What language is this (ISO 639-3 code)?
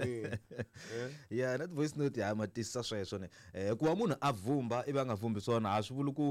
tso